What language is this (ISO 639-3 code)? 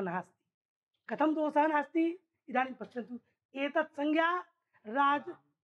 san